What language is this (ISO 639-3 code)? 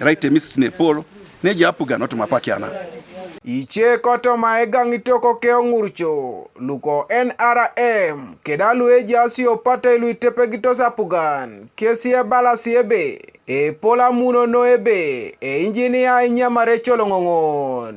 teo